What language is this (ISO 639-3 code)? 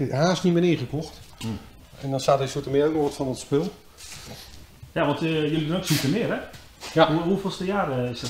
nld